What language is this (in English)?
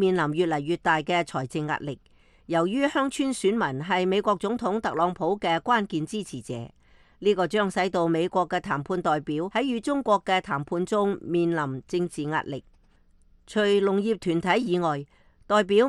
Cantonese